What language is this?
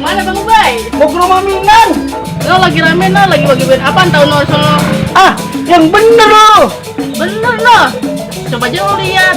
Betawi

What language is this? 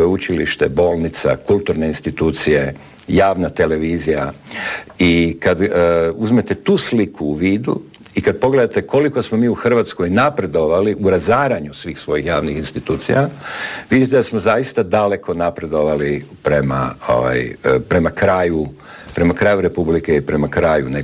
Croatian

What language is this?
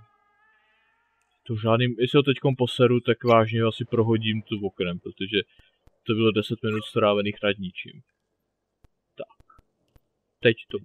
Czech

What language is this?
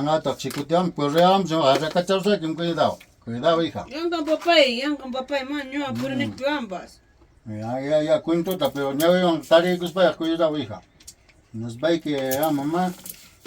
Ayacucho Quechua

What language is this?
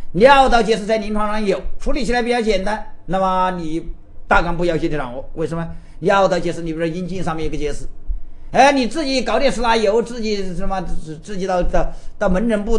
Chinese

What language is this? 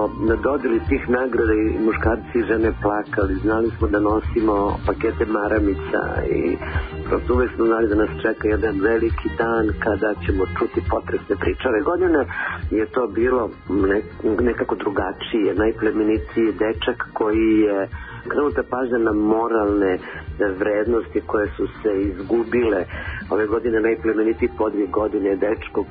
Serbian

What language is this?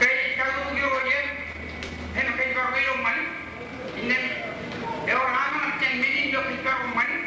Marshallese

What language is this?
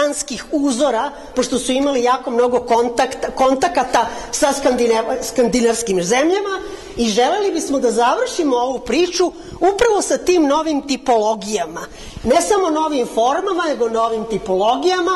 Serbian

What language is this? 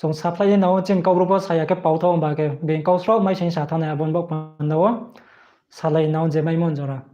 Riang (India)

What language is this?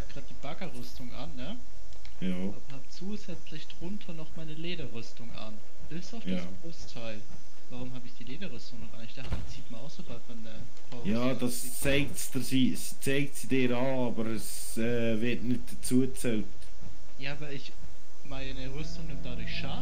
Swiss German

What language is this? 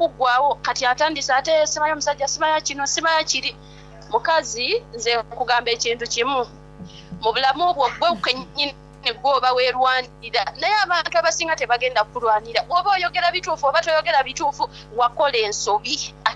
Soga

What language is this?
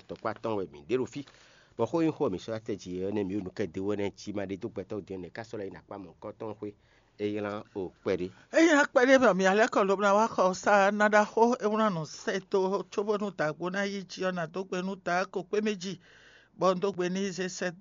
Fon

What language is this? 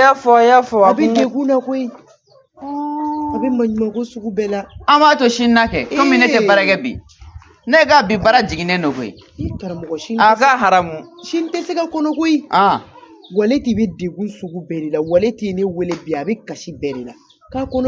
Bambara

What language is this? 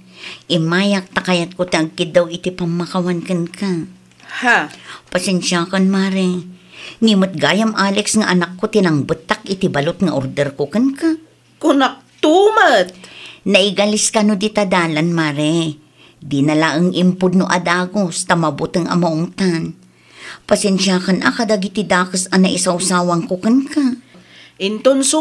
Iloko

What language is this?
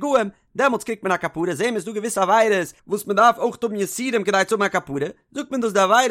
Yiddish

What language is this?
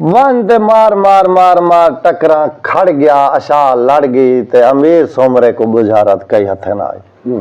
Saraiki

